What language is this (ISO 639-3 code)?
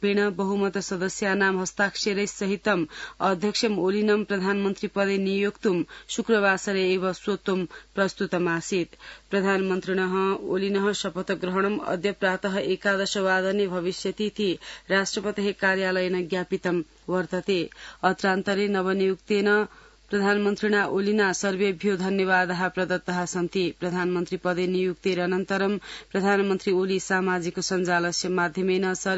san